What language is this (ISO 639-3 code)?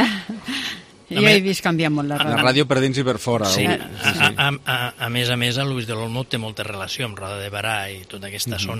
cat